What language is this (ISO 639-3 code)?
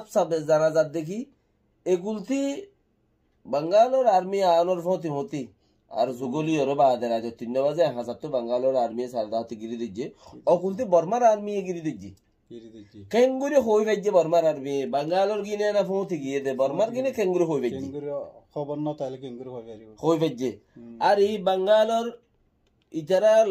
rhg